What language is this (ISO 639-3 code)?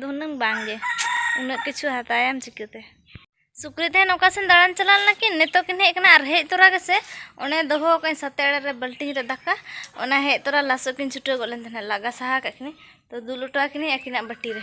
sat